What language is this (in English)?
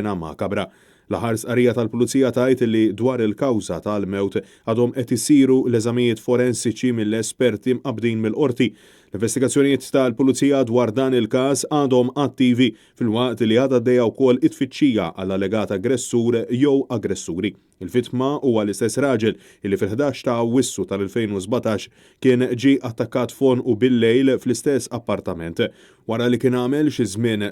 Maltese